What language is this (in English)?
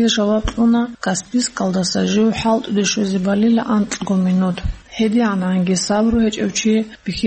Avaric